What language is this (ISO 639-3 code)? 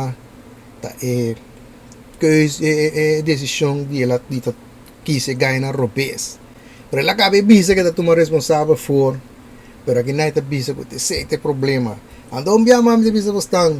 pap